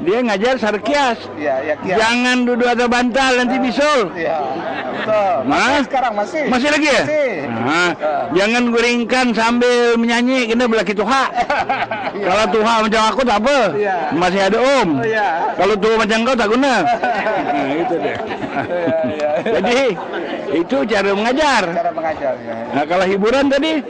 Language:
Banjar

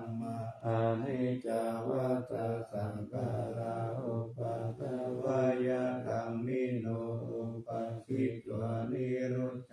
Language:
Pali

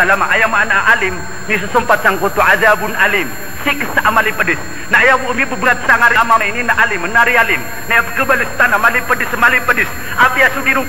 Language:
Maranao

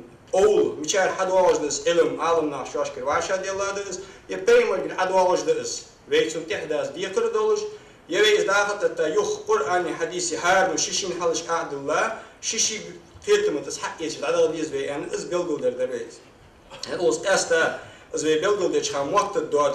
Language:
Ingush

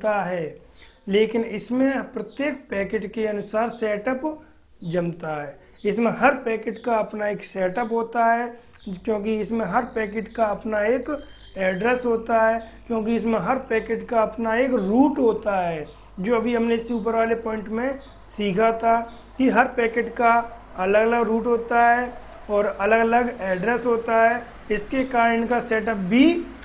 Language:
Hindi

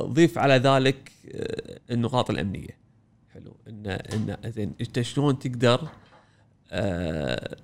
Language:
Gulf Arabic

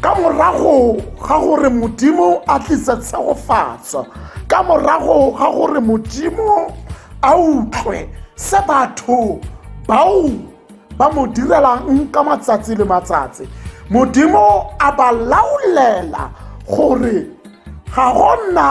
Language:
Tswana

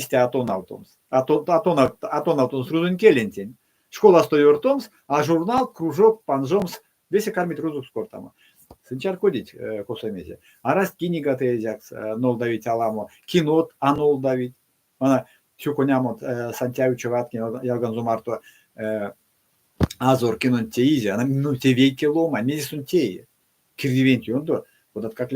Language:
Erzya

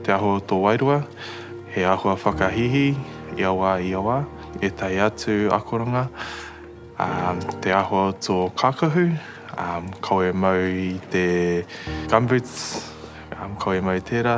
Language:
Māori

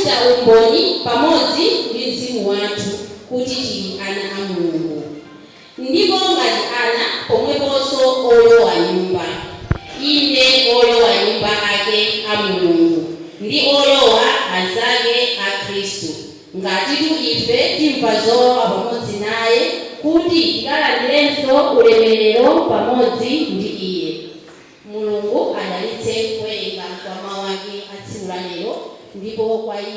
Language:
Nyanja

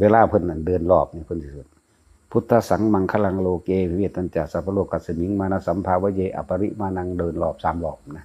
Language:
Northeastern Thai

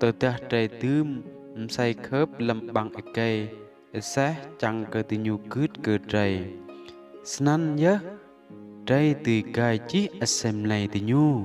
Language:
Rade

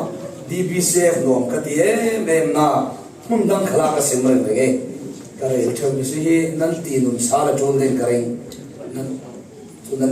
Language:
Falam Chin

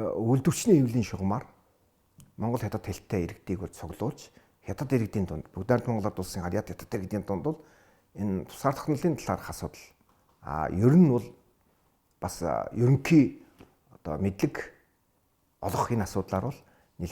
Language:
Mongolian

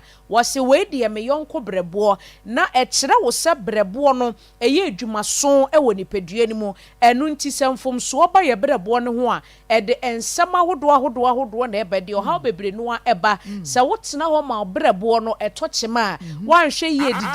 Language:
Akan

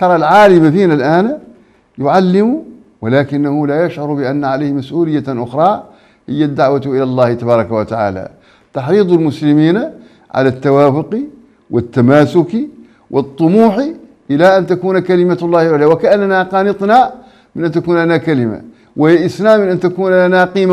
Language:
Arabic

